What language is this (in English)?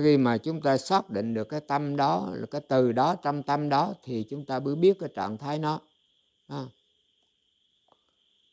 Vietnamese